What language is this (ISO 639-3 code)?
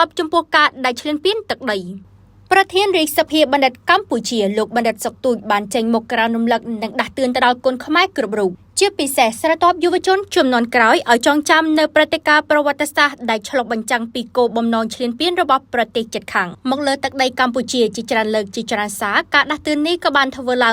khm